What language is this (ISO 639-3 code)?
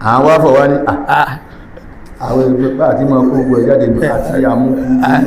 yor